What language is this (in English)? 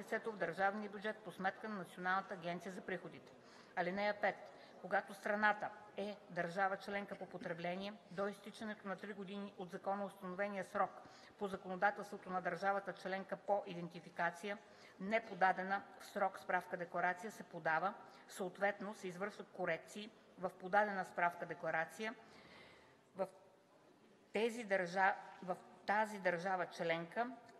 Bulgarian